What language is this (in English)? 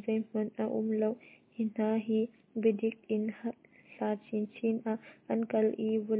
Hakha Chin